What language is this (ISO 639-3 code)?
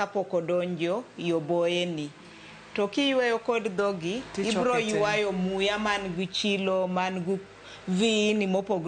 luo